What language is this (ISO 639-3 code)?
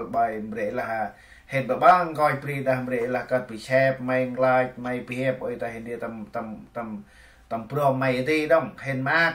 cmo